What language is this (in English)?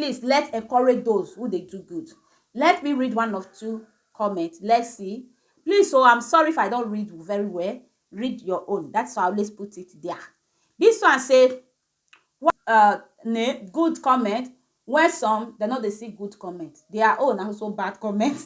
Nigerian Pidgin